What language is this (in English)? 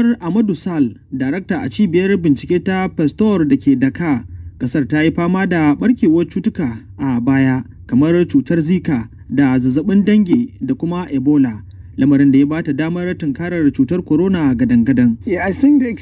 Hausa